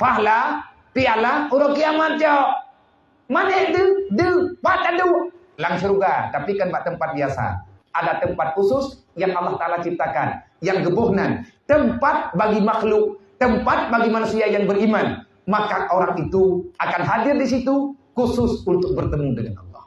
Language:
Achinese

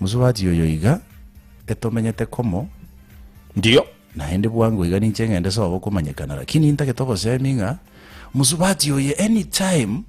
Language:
Gusii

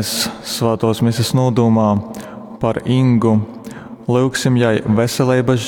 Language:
Latgalian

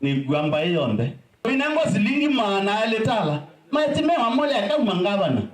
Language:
Kamba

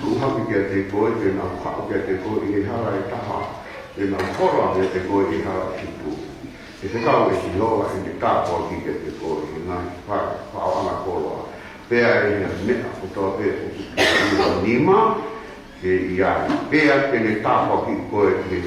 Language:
Tongan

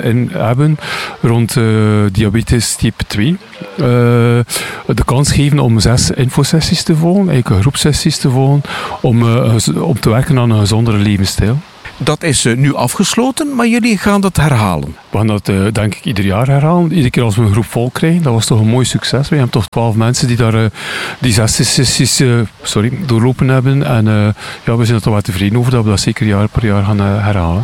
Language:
Dutch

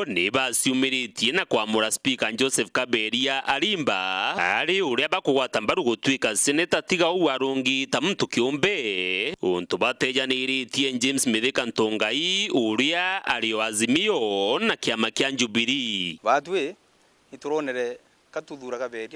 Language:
Meru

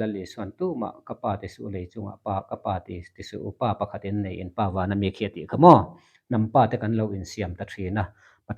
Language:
Mizo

